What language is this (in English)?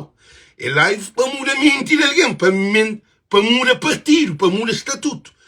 Kabuverdianu